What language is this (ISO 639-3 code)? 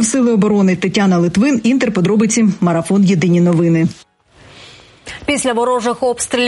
ukr